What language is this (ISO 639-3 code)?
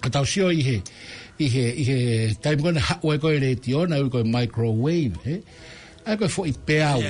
ton